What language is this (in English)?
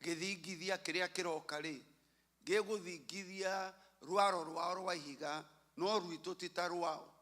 Kikuyu